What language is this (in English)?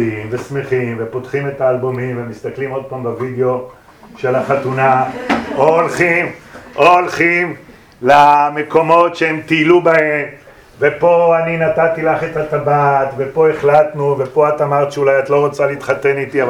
Hebrew